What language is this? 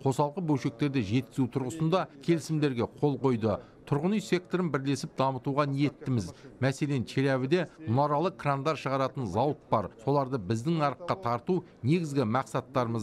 Kazakh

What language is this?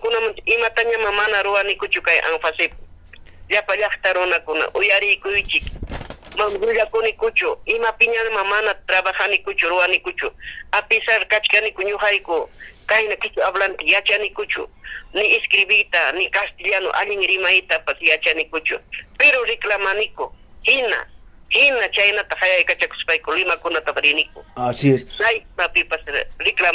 Ayacucho Quechua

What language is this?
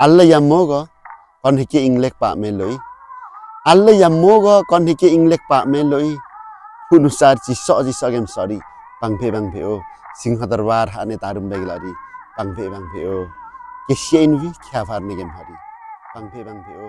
Limbu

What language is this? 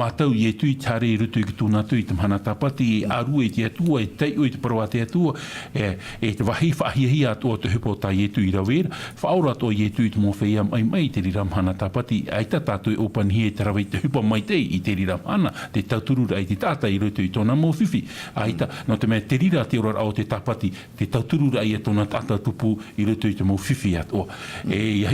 Tahitian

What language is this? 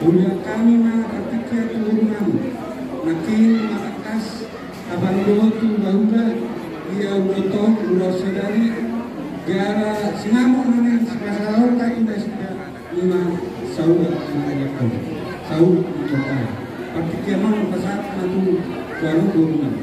Batak Toba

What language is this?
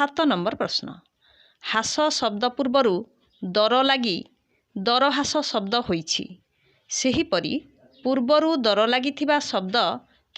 Odia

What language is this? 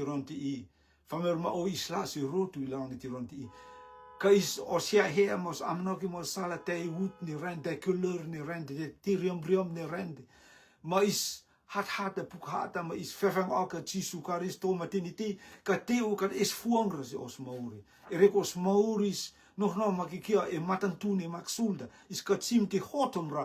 Rotuman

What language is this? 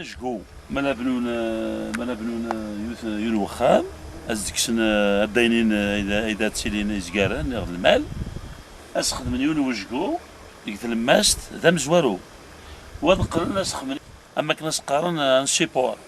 Kabyle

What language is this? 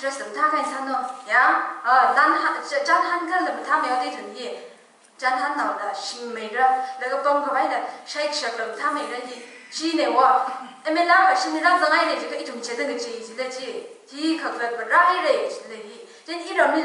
Tangkhul Naga (India)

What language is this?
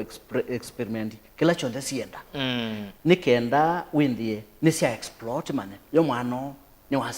Kamba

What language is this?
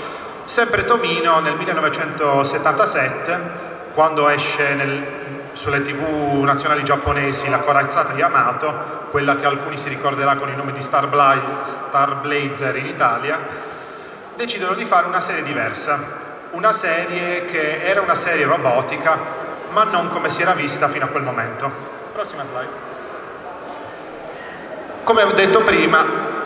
Italian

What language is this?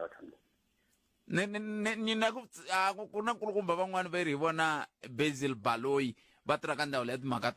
Tsonga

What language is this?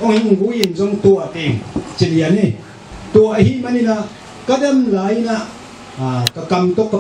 Tedim Chin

